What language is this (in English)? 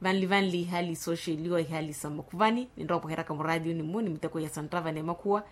Makhuwa